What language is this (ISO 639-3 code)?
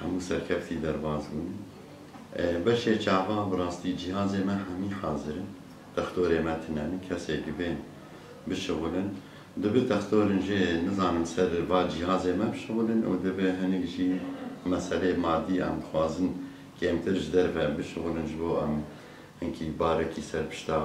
kur